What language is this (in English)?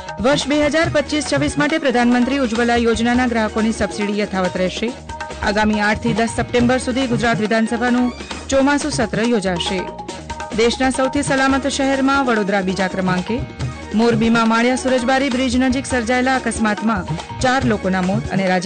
Gujarati